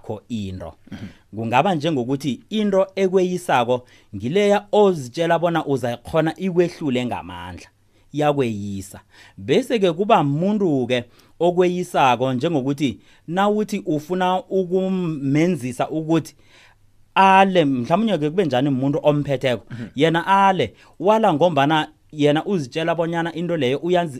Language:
South Ndebele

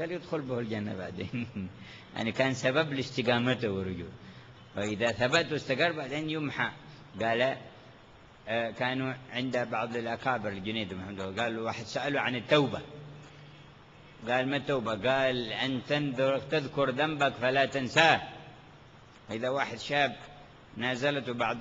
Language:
Arabic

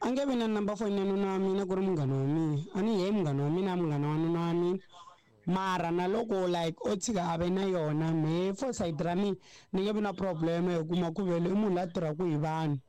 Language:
Tsonga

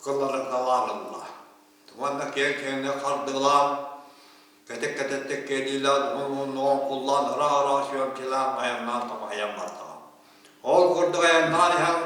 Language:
Yakut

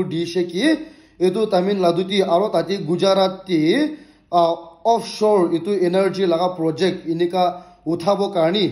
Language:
Naga Pidgin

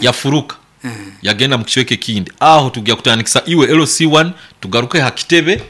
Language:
Nyankole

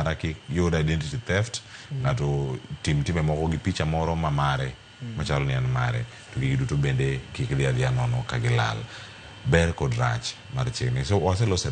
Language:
Luo (Kenya and Tanzania)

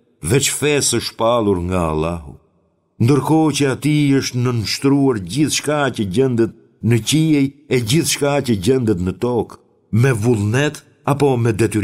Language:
Albanian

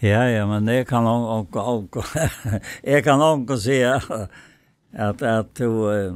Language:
Faroese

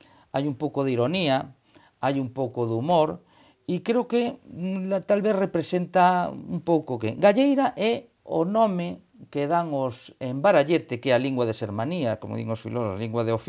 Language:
Galician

